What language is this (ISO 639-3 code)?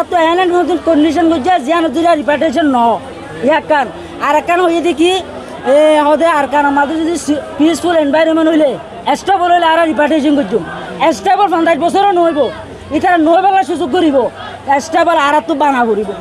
rhg